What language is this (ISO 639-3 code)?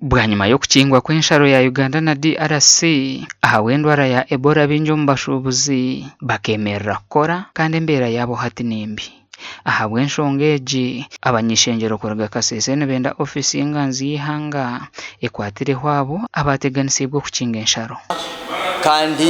nyn